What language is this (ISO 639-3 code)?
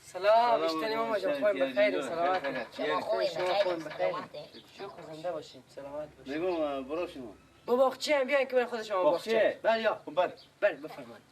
fas